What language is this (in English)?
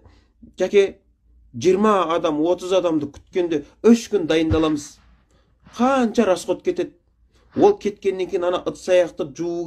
Kazakh